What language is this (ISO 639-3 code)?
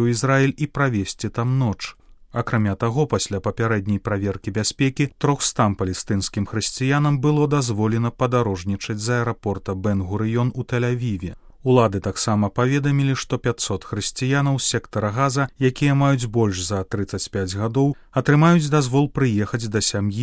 bel